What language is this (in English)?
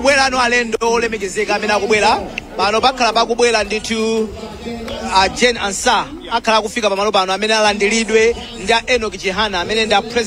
Nyanja